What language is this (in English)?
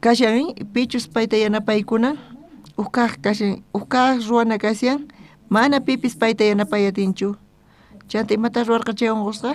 South Bolivian Quechua